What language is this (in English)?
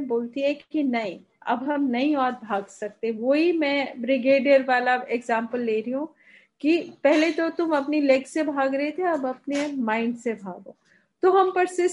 Hindi